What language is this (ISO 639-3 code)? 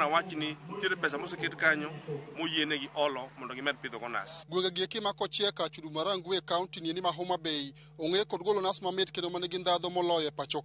luo